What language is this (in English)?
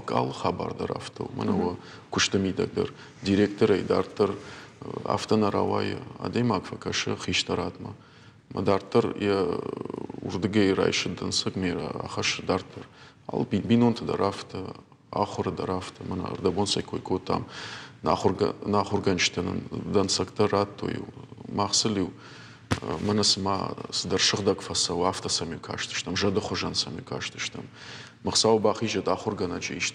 Ossetic